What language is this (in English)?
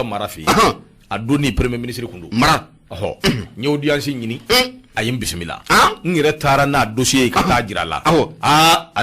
Bambara